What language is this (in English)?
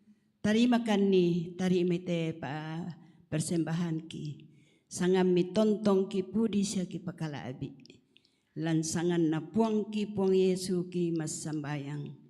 Toraja-Sa'dan